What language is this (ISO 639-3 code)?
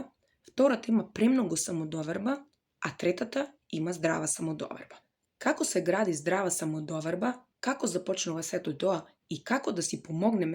mkd